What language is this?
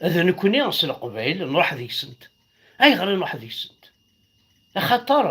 Kabyle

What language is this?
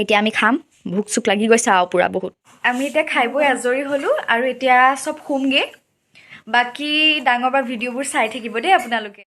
Assamese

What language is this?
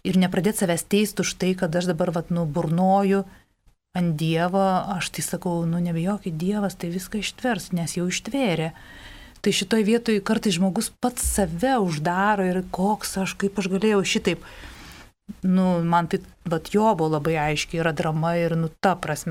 Lithuanian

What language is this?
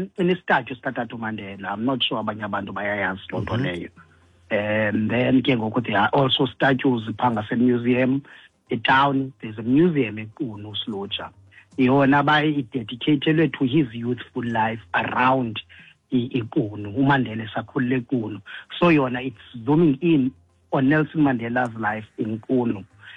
Xhosa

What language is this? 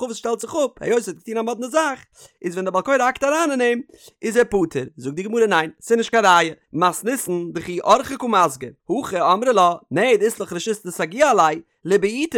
Yiddish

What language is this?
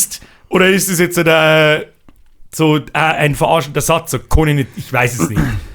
Bavarian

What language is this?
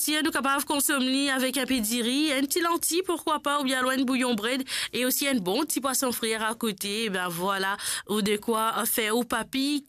Morisyen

